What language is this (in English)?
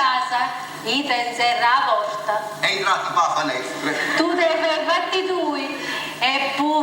Neapolitan